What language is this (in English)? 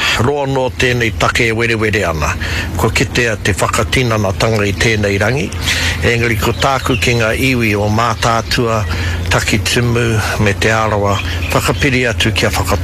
Māori